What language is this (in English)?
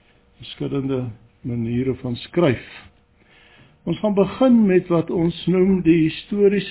Afrikaans